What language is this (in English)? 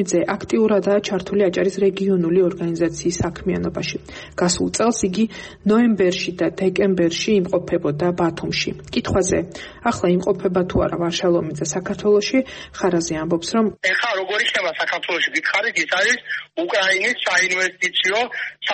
Georgian